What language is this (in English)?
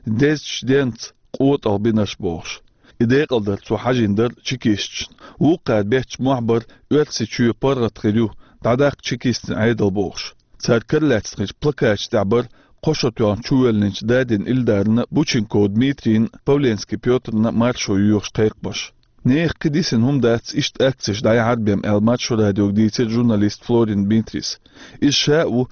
Chechen